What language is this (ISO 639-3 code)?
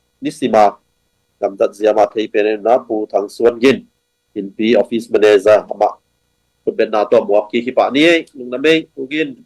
ctd